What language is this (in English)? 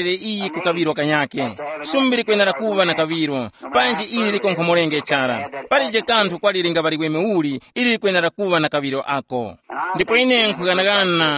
Tumbuka